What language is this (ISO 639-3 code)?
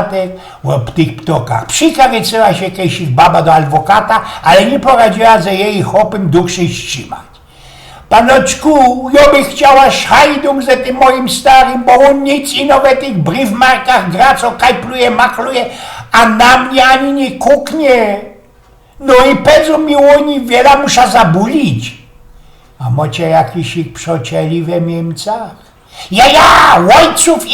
szl